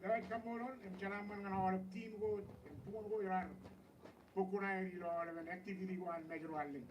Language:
Marshallese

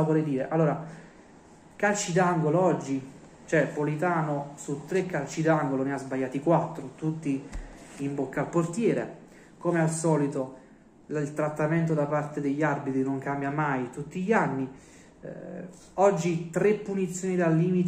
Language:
Italian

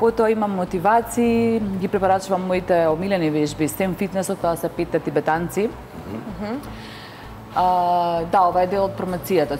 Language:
Macedonian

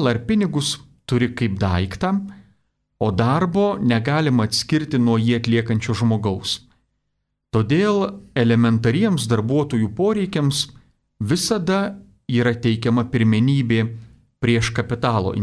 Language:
Lithuanian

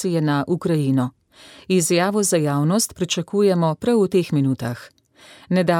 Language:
Slovenian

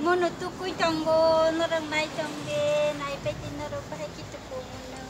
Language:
Kok Borok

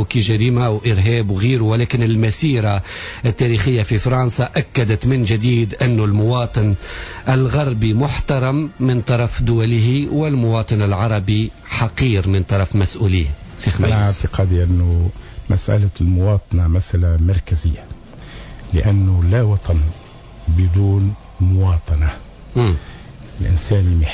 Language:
Tunisian Arabic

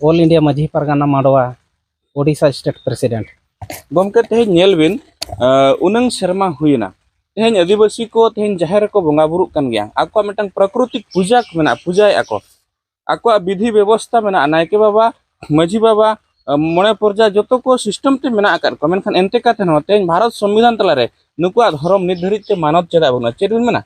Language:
Santali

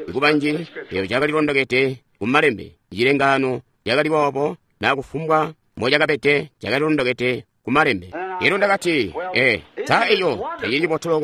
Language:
Tonga (Zambia)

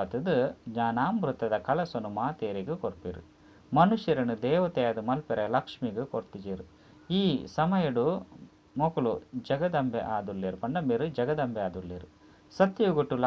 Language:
Tulu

